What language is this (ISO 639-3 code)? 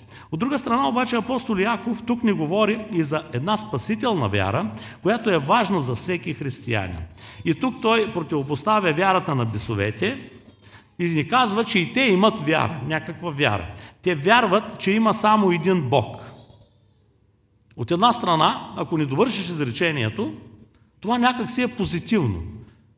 bul